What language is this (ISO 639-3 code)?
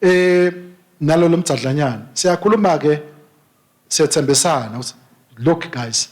ssw